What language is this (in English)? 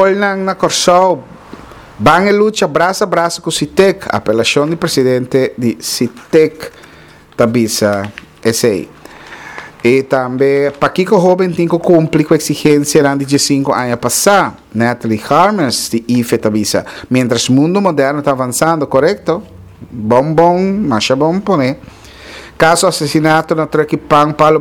Papiamento